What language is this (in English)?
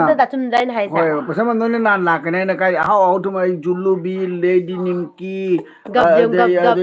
Manipuri